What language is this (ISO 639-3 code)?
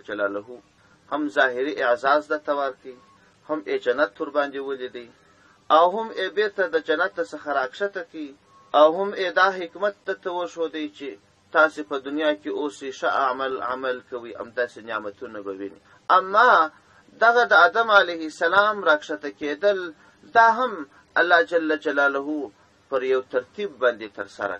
pus